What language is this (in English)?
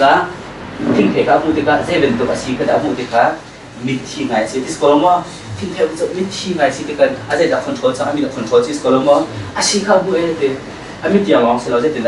Hakha Chin